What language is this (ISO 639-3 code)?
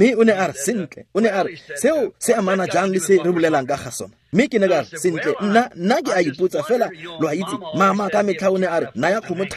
tsn